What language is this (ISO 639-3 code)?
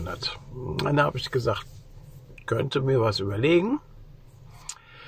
deu